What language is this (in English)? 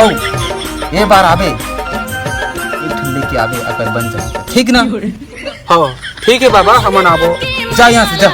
Chhattisgarhi